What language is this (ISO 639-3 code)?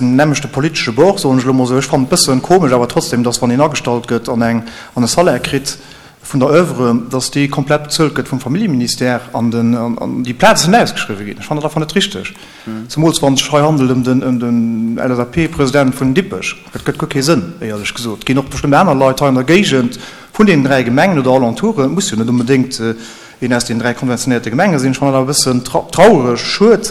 ltz